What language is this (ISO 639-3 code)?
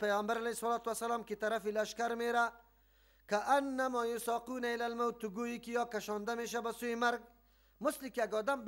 fas